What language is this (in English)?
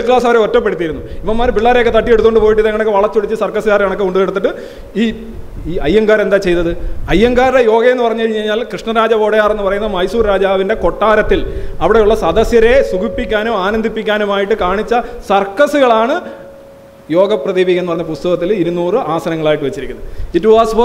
Malayalam